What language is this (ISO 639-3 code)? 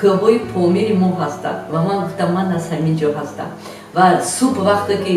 tgk